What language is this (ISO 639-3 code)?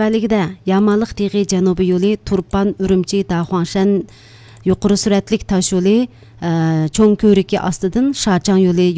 uig